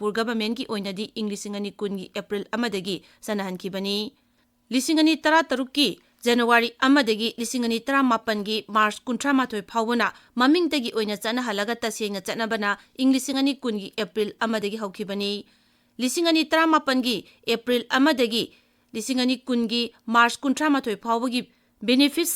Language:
Manipuri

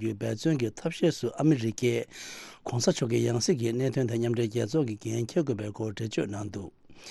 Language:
Tibetan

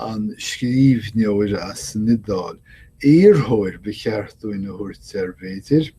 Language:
Irish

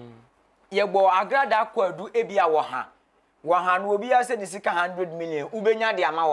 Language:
Akan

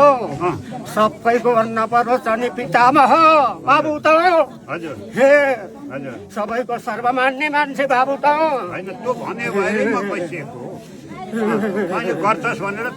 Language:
Nepali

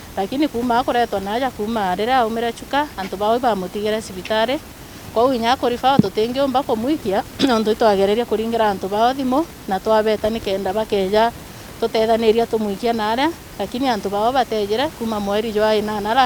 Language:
Meru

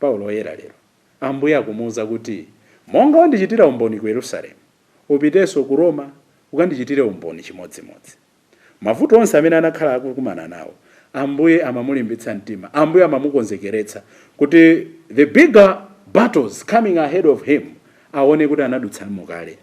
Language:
Nyanja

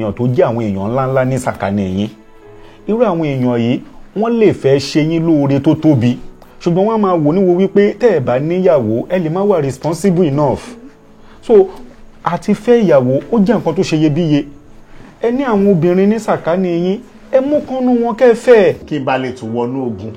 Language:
Yoruba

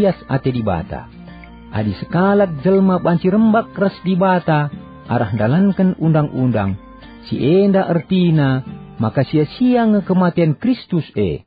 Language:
Batak Karo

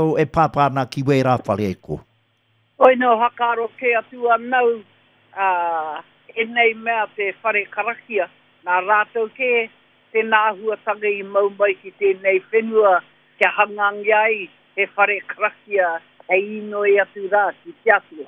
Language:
Māori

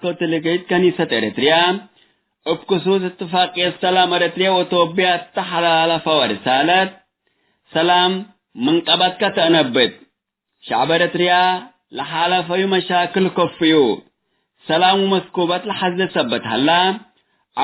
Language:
Tigre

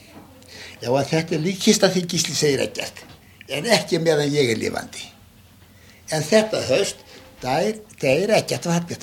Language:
Icelandic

